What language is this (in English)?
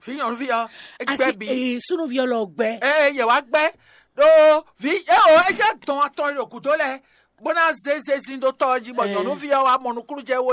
Fon